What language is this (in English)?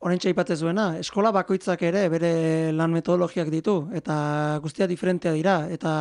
Basque